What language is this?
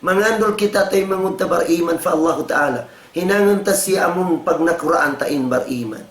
Tausug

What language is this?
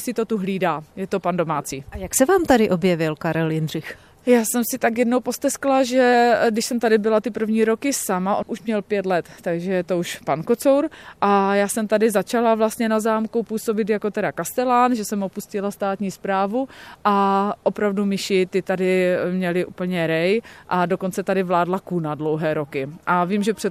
Czech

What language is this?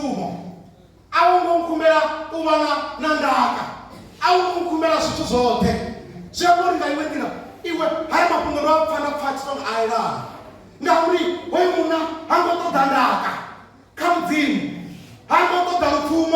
Venda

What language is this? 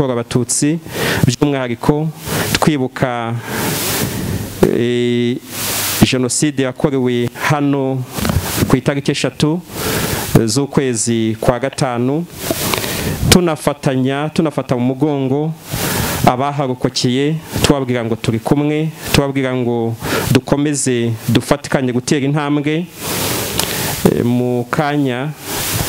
Kinyarwanda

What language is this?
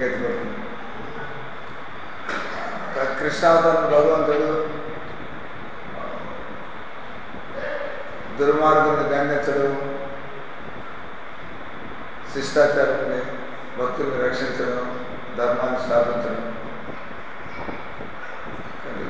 Telugu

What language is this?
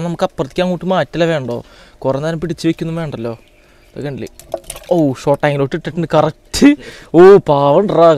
Malayalam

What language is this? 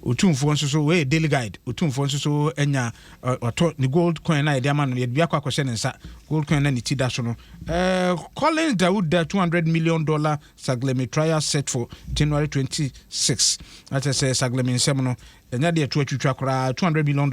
Akan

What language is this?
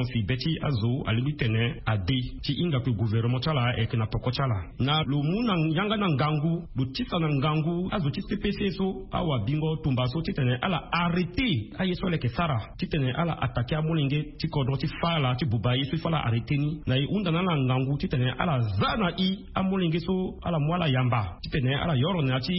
Sango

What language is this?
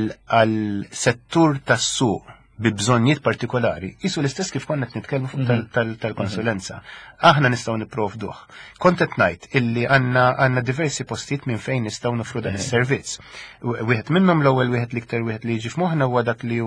Maltese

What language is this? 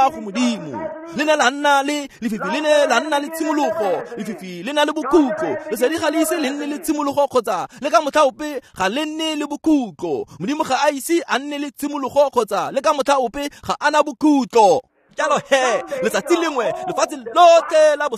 Tswana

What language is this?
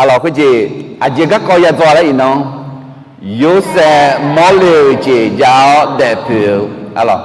Akha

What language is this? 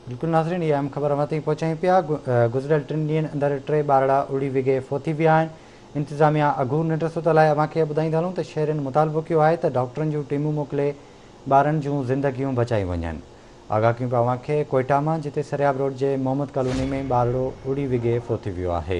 Sindhi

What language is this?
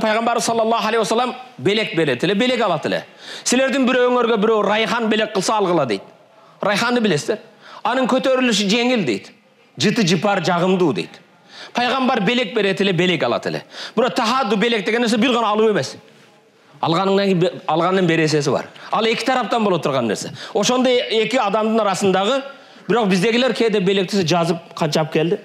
Kyrgyz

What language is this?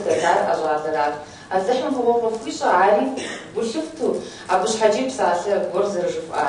Kabardian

